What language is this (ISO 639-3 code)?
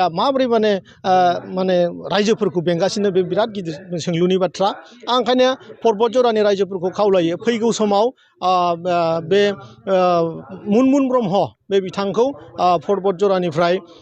brx